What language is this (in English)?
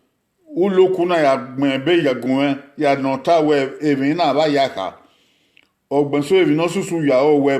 Bini